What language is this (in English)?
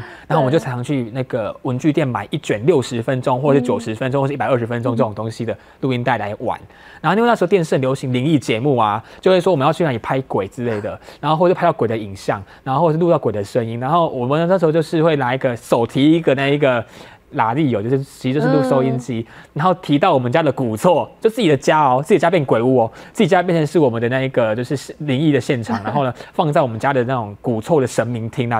Chinese